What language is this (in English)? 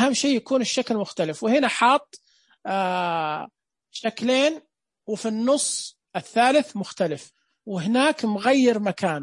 Najdi Arabic